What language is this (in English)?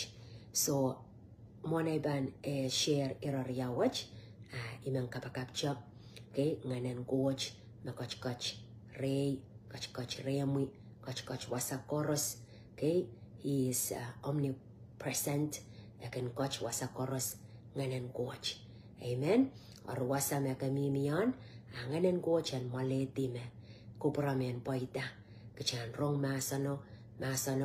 Pohnpeian